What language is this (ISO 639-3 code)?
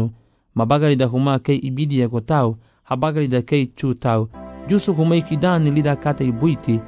cab